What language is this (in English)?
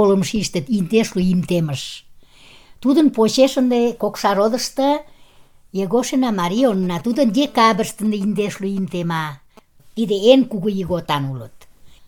Mari